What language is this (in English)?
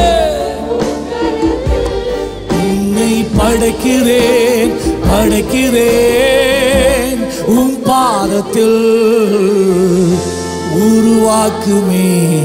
Tamil